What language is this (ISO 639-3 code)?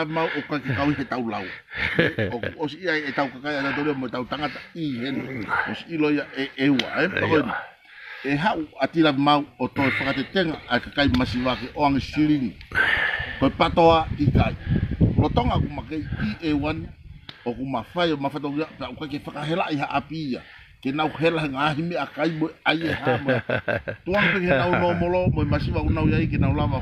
ton